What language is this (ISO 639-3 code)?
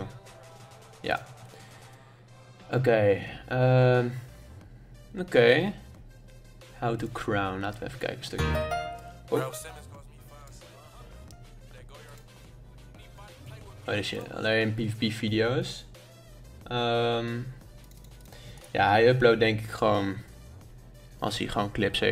nld